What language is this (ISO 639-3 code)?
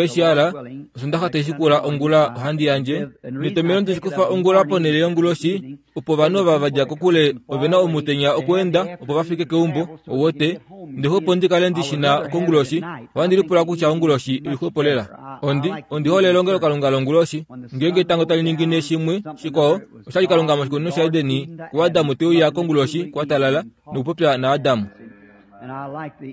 kua